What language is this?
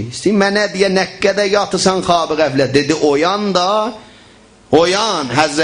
South Azerbaijani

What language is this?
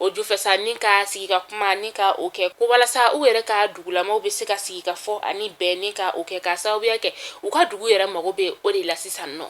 Bambara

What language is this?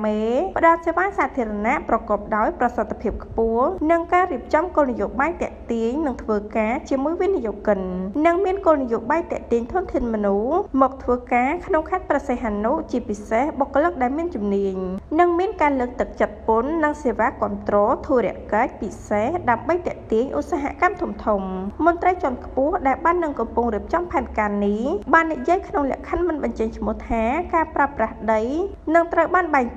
Khmer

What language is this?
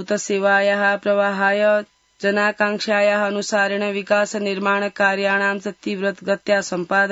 Sanskrit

